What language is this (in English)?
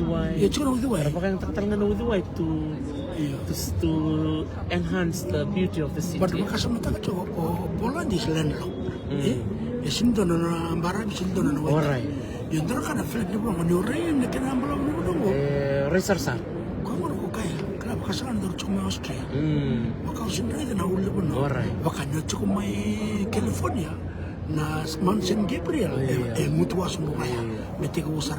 Fijian